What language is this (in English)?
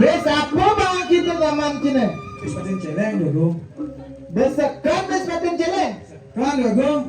Balinese